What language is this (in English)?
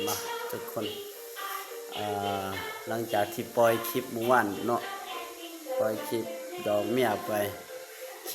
Lao